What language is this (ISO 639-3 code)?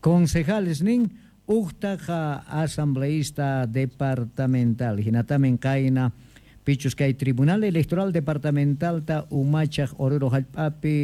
que